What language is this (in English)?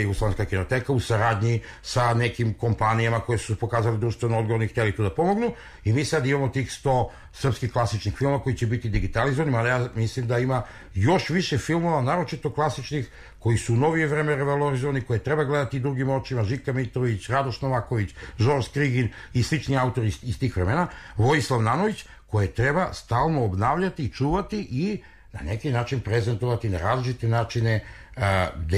Serbian